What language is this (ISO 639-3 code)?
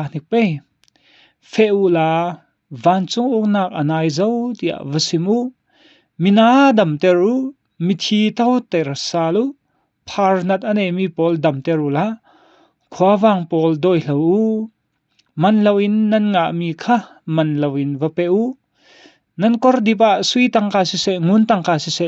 cfm